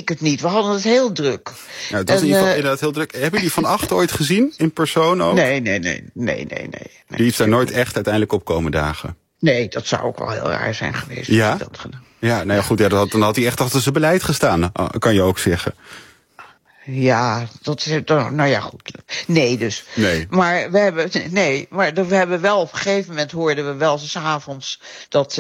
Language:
Dutch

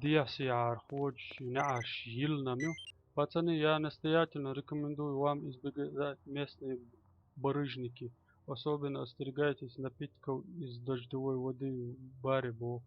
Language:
Chechen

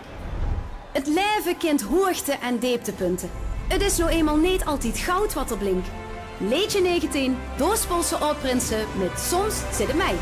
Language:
Limburgish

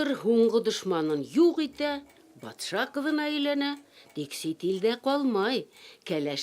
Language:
Bashkir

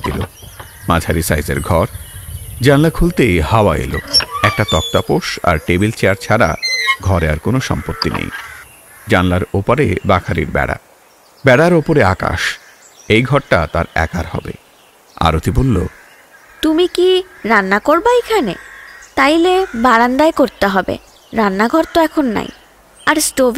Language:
Bangla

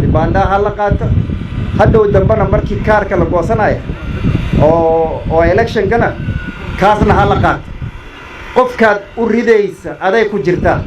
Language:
Somali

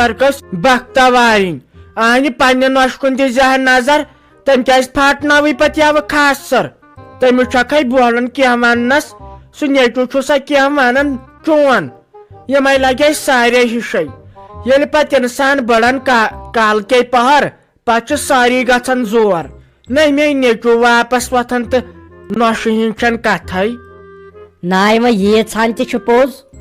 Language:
Kashmiri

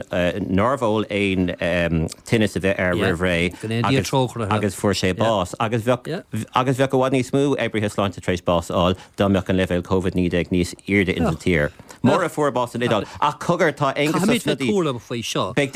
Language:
Irish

